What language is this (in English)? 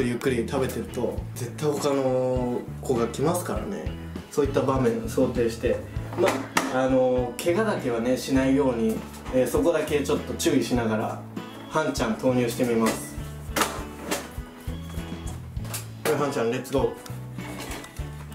Japanese